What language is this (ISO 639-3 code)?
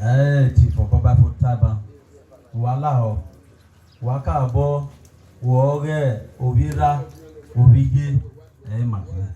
bin